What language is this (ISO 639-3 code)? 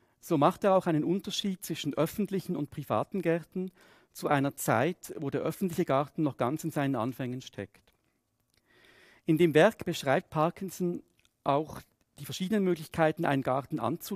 deu